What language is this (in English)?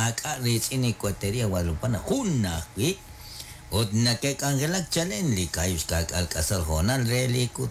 Kekchí